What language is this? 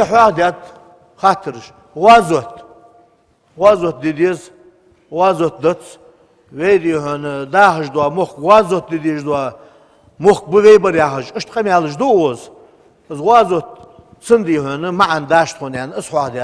Ingush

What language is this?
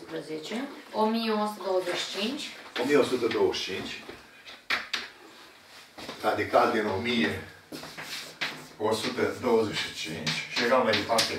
Romanian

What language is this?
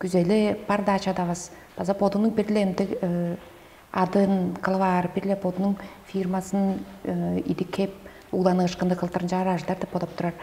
Tuvinian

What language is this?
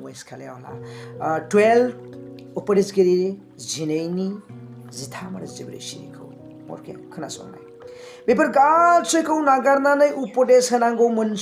Bodo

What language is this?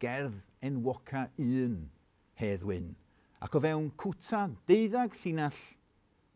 Welsh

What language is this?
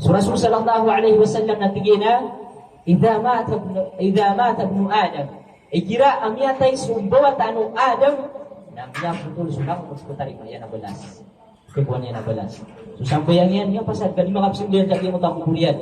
Maranao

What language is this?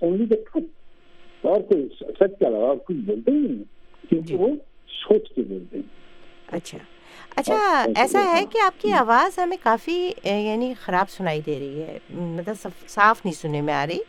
Hindi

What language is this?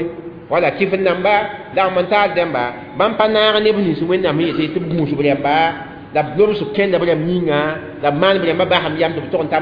Mossi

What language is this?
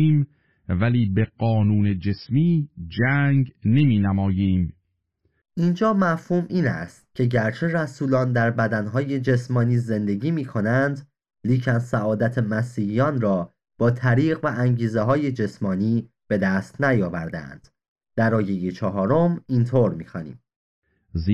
Persian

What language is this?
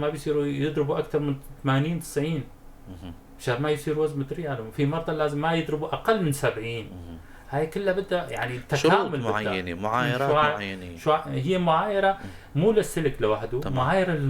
North Levantine Arabic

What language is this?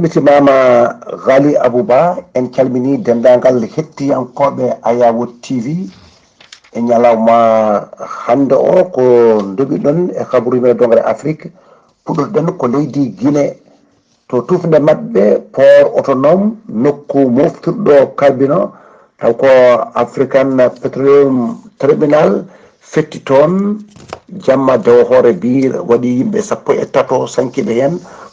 Fula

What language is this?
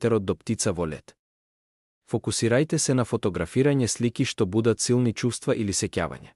Macedonian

